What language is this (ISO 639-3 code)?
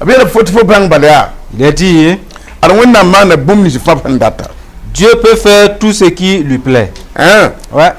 mos